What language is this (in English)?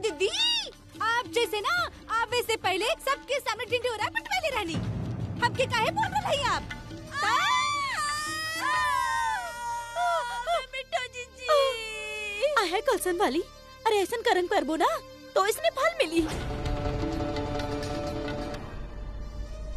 Bhojpuri